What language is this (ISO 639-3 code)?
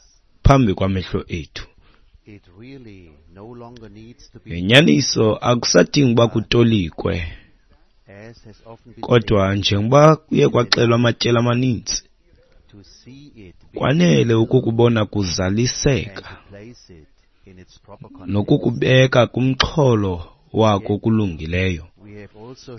xho